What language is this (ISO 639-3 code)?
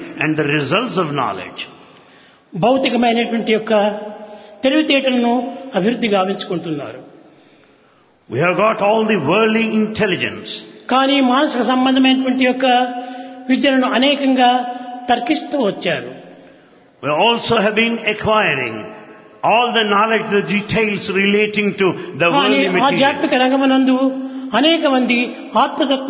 tel